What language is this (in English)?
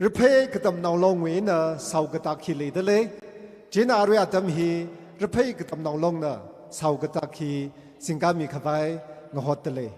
Tangkhul Naga (India)